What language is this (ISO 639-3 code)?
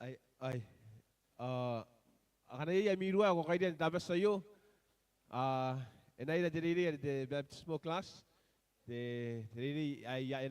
gil